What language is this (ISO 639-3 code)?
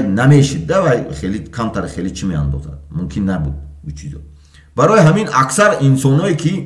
tgk